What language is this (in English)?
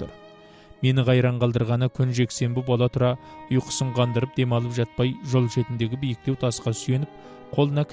Kazakh